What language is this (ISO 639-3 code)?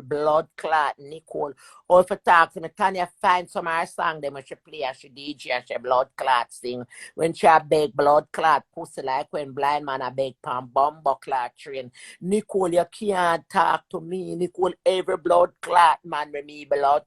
jam